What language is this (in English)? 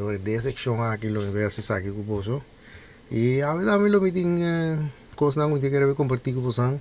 Papiamento